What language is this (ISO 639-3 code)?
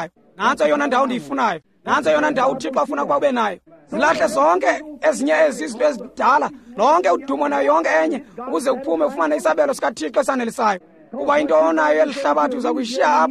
xho